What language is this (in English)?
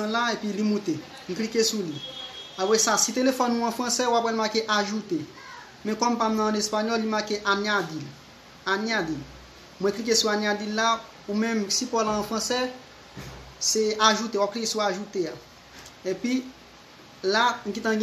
Haitian Creole